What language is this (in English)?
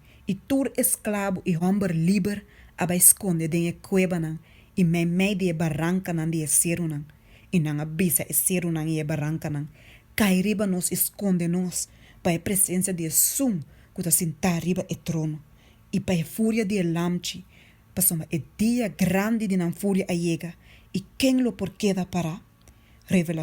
Papiamento